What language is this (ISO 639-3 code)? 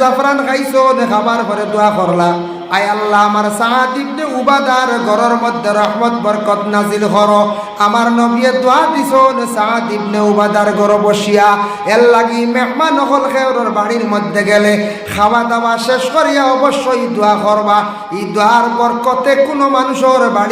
syl